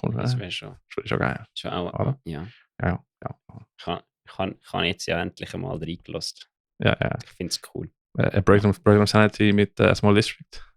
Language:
Swiss German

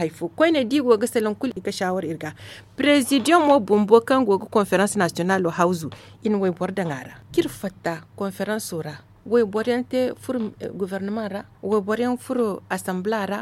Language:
Zarma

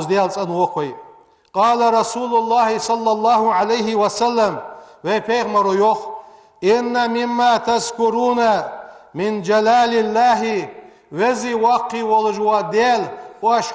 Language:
Ingush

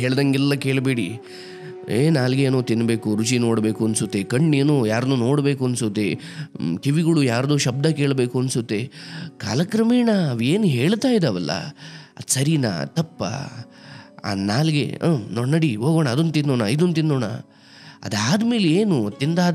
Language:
Kannada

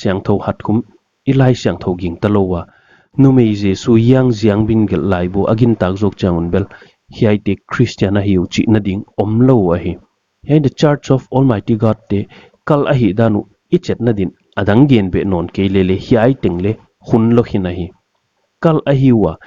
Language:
Paite Chin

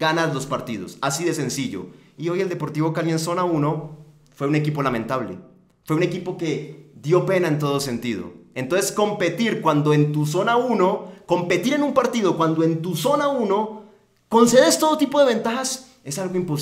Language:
Spanish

